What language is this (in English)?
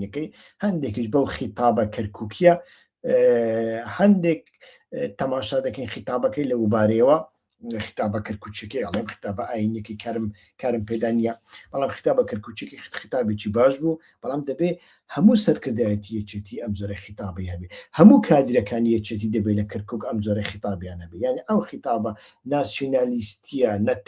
Central Kurdish